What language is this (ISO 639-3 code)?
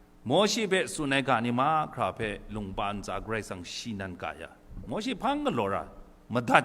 kac